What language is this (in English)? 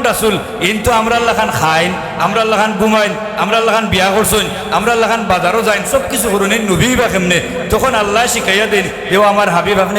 Sylheti